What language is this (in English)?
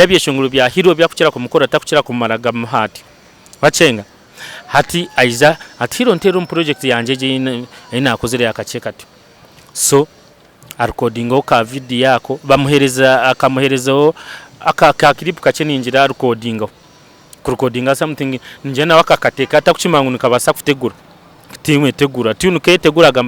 Nyankole